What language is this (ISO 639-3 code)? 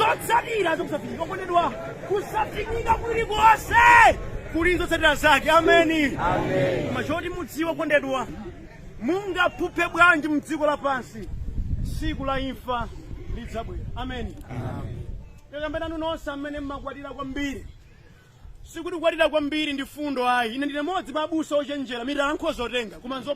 nya